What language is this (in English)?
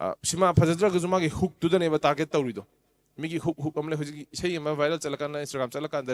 Manipuri